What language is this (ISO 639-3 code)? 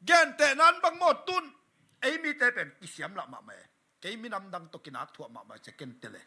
ctd